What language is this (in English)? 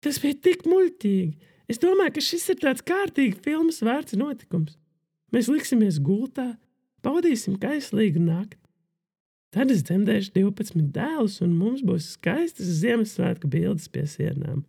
Latvian